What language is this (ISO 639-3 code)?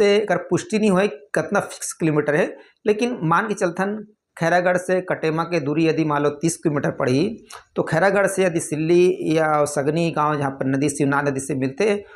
hne